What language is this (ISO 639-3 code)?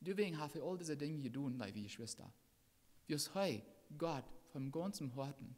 pdt